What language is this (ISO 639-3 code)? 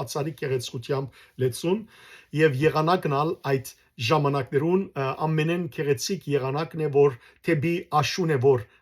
hyw